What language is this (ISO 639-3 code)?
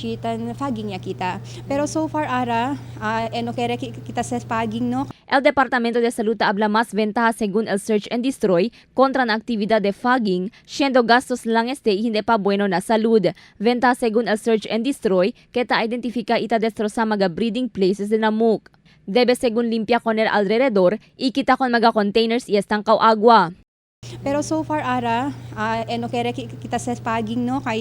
cbk